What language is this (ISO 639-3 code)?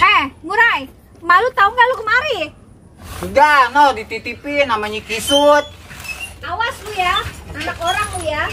bew